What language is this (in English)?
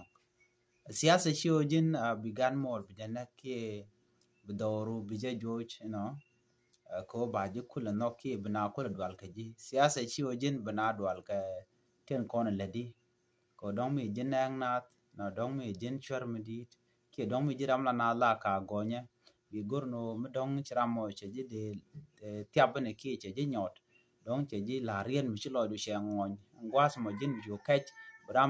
Nuer